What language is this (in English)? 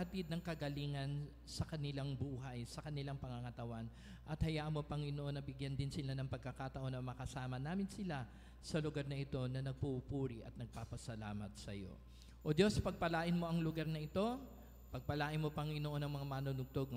Filipino